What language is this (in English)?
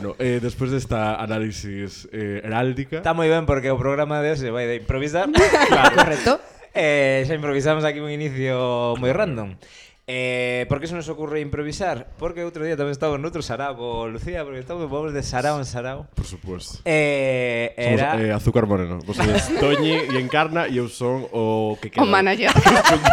Galician